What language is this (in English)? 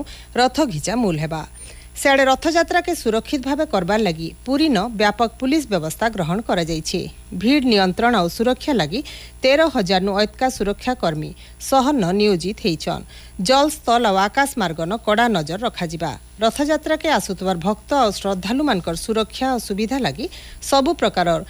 Odia